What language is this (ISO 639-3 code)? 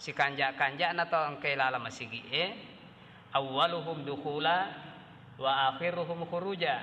bug